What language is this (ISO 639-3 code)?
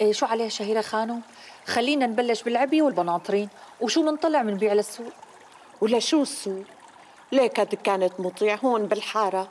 apc